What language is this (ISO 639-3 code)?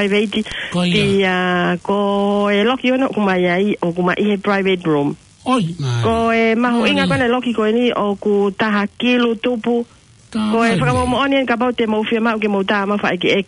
ton